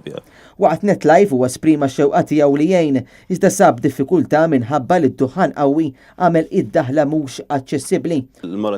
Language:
Maltese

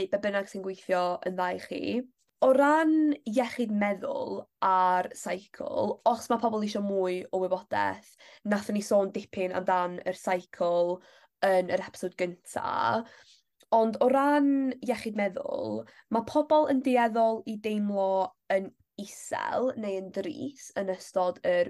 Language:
Welsh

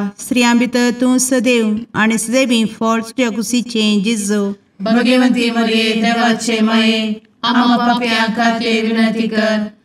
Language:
Konkani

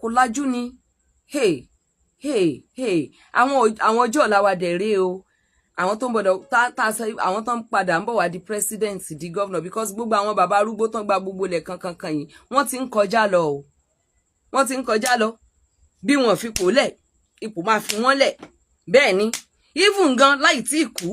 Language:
Yoruba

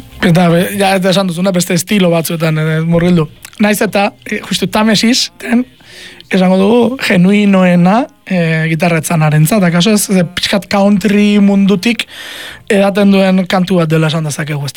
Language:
Basque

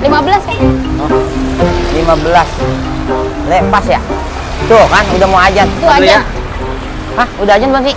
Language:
Betawi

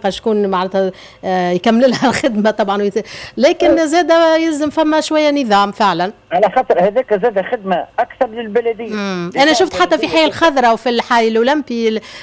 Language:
Tunisian Arabic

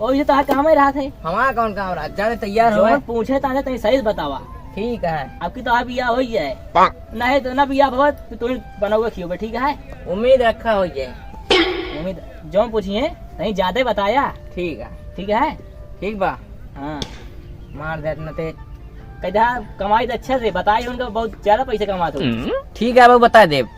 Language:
Awadhi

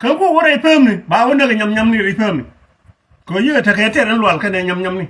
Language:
Nuer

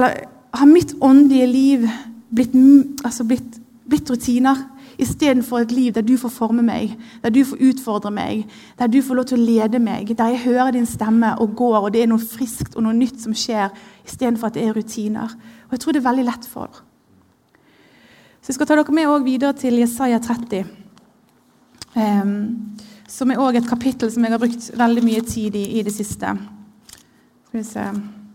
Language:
Norwegian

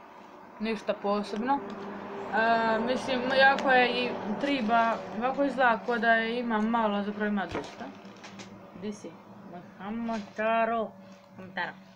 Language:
Croatian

